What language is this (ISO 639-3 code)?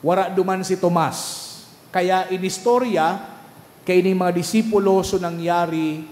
bik